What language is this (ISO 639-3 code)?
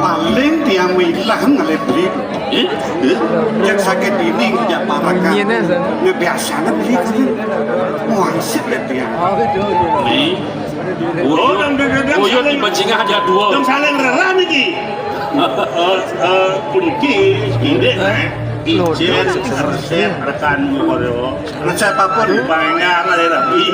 ban